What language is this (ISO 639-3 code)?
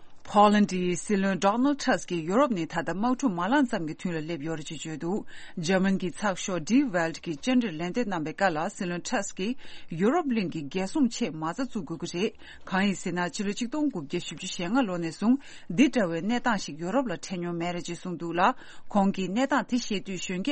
bod